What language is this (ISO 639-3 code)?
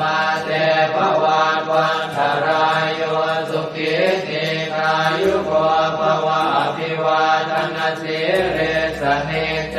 pli